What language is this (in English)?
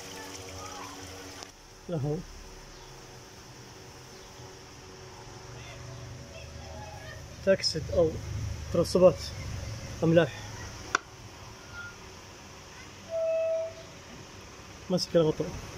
Arabic